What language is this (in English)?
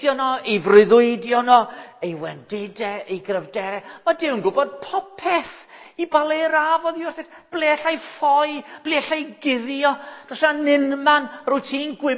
Welsh